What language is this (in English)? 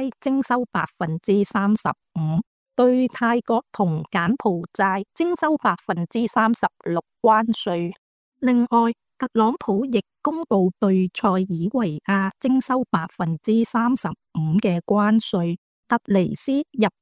Cantonese